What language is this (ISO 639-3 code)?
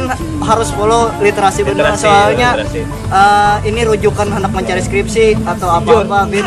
bjn